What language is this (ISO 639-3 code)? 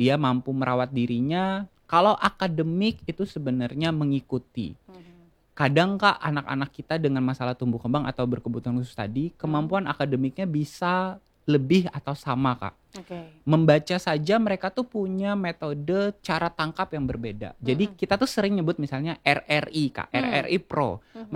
ind